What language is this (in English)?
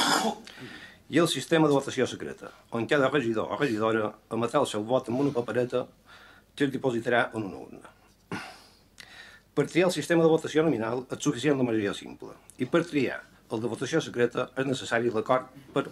Catalan